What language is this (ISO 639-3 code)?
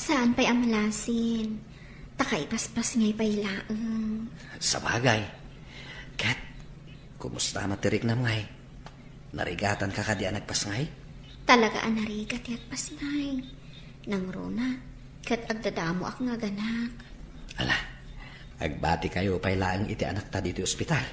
ilo